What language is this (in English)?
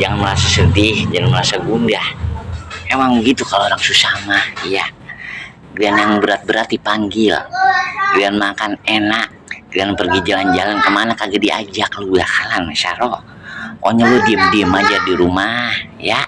Betawi